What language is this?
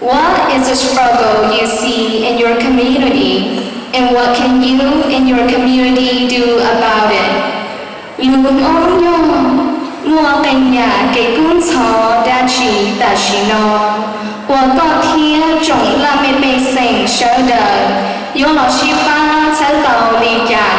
Hmong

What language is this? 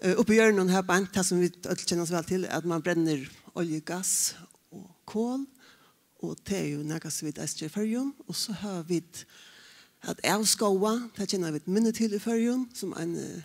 Faroese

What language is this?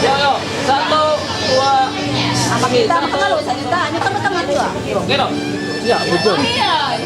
Ma'anyan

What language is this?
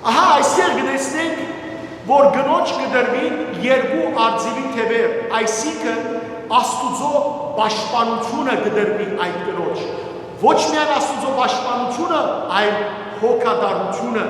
Western Armenian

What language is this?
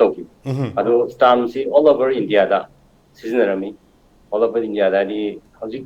Manipuri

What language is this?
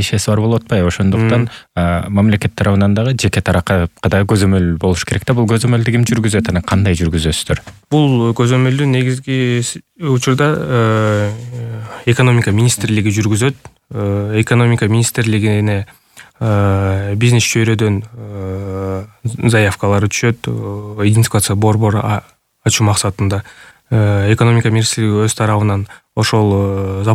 Kyrgyz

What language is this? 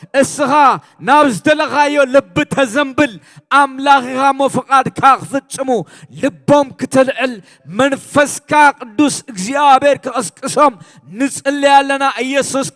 Tigrinya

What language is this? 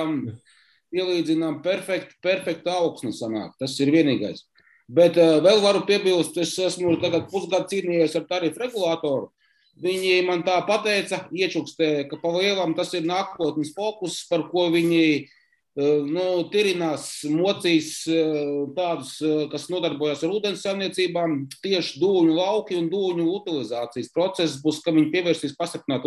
Latvian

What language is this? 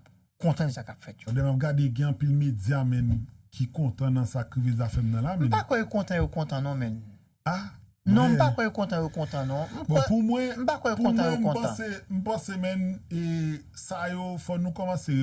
Haitian Creole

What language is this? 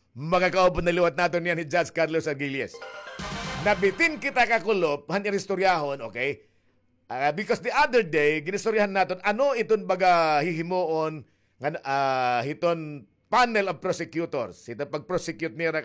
Waray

